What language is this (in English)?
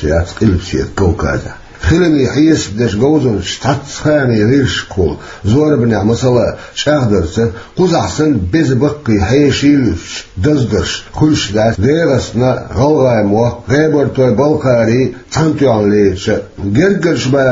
Chechen